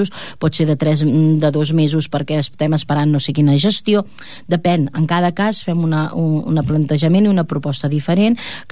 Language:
Catalan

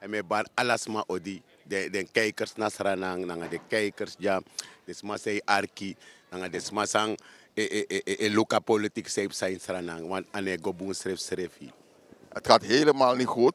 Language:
Sranan Tongo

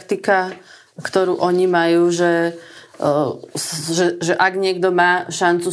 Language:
Slovak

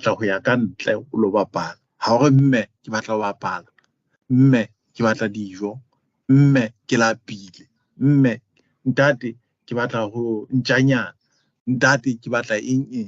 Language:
Southern Sotho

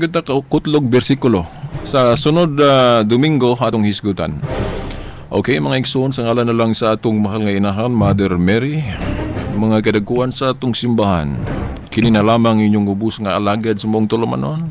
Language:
Cebuano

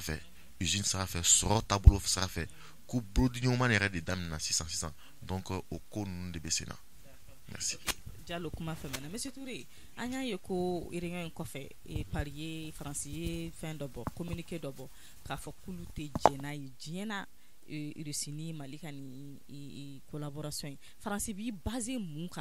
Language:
Bambara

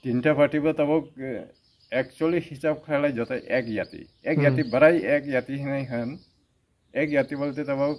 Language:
Riang (India)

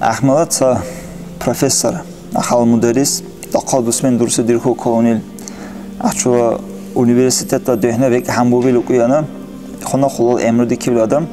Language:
Dargwa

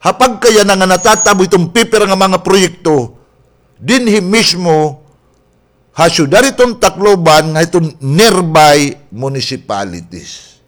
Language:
Waray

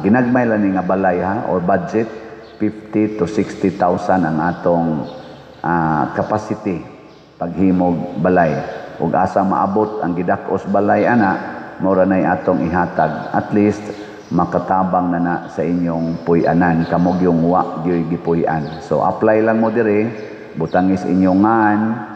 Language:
Cebuano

